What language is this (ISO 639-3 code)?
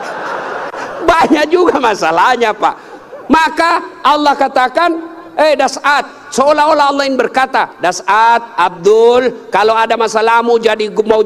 ind